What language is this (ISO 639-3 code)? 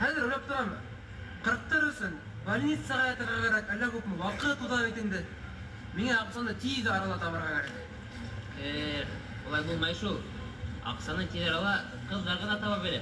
bak